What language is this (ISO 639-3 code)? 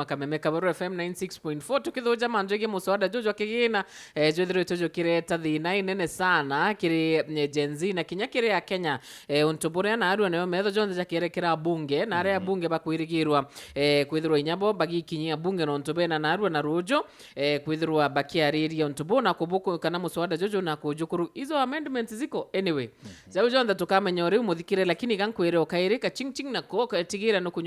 mer